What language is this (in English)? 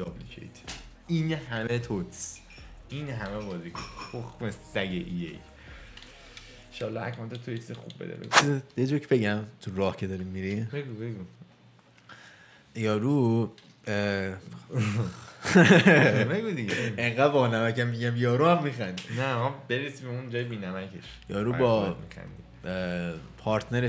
Persian